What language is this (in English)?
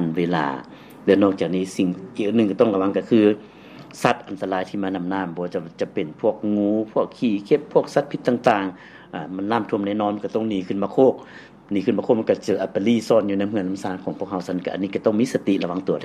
Lao